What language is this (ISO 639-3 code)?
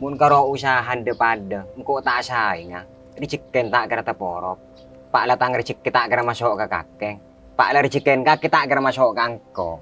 mad